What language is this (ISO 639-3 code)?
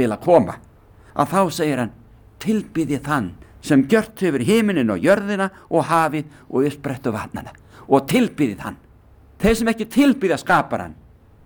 isl